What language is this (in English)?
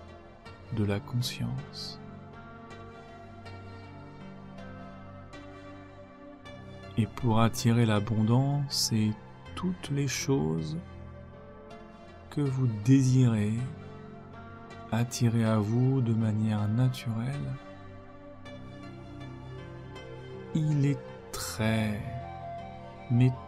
French